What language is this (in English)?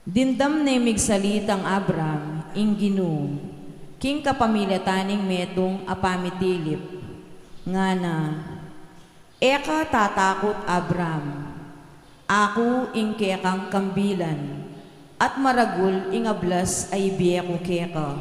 Pampanga